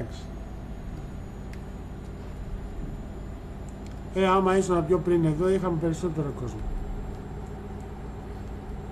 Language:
Greek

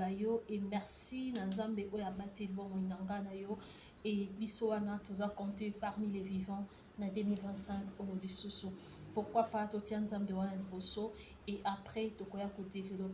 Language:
Lingala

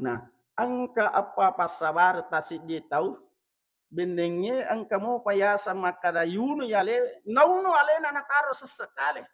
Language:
Buginese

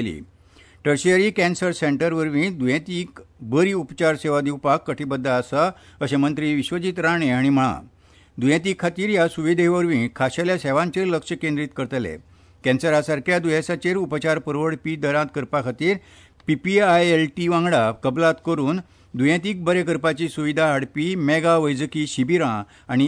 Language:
Konkani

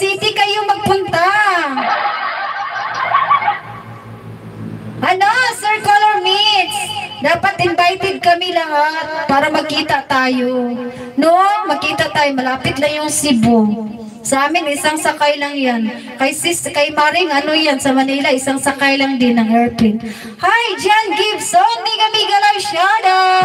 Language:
Filipino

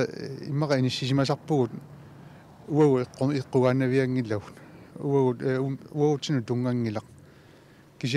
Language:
Kalaallisut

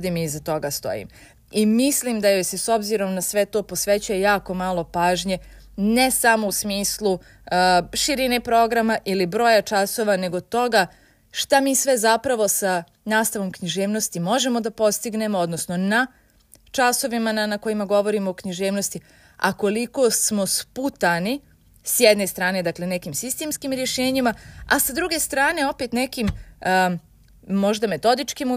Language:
Serbian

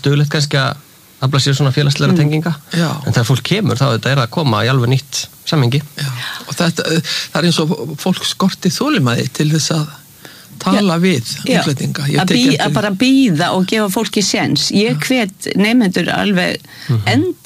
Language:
Icelandic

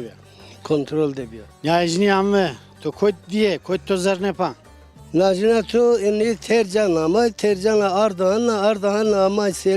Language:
Zaza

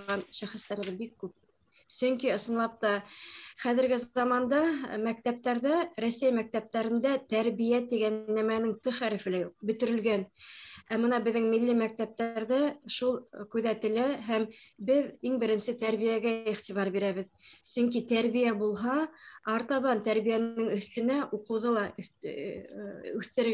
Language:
Bashkir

